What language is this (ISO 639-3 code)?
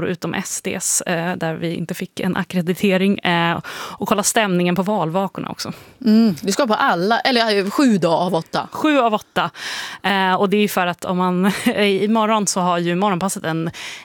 swe